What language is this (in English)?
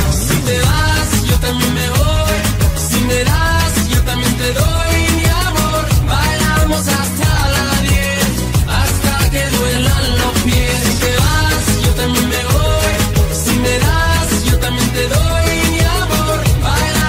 Spanish